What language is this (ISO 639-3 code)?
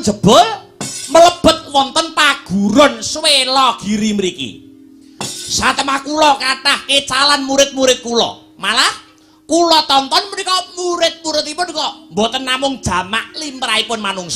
jav